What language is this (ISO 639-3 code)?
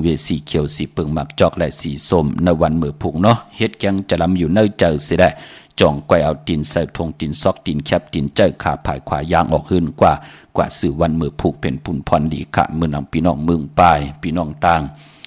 shn